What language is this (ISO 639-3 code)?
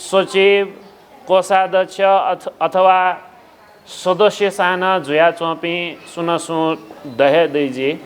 new